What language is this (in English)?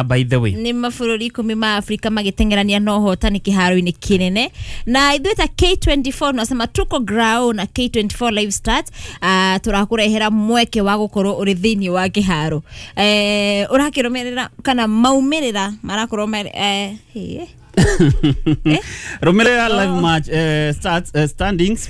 Kikuyu